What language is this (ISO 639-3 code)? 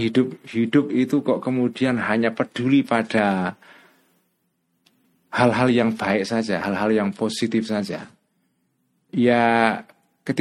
ind